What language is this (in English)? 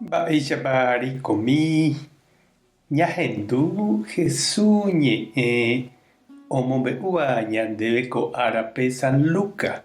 Guarani